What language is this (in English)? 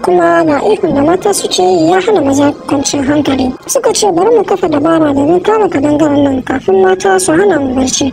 Hausa